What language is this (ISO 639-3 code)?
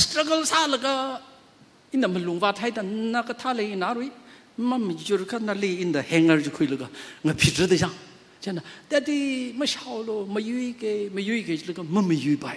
nmf